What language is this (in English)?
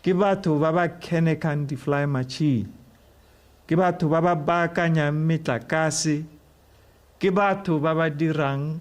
Tswana